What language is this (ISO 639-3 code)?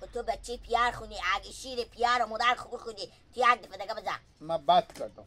haz